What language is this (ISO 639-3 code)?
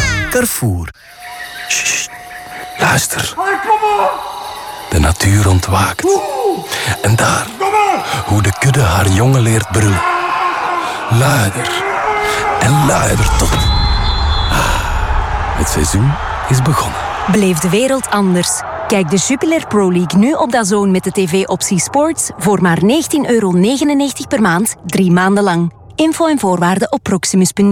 nld